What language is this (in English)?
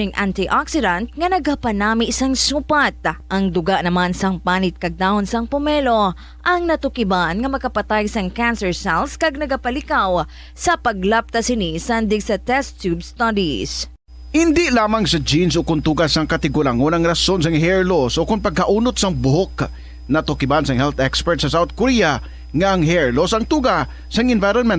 Hiligaynon